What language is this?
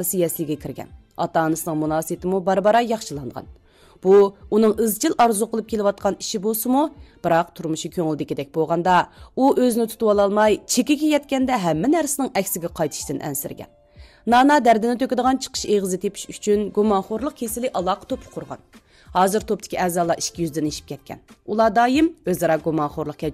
Uyghur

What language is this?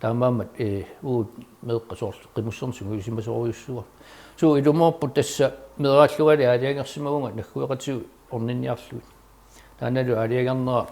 Kalaallisut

